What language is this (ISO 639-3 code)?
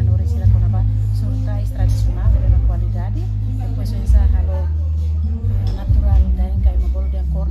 tet